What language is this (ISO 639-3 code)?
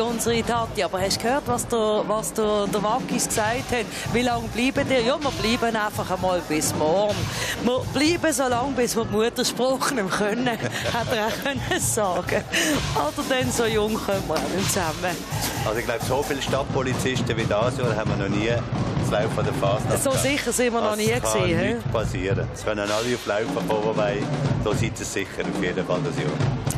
gsw